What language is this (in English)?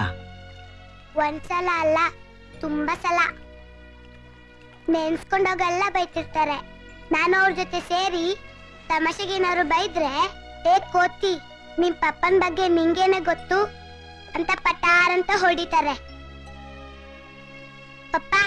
Kannada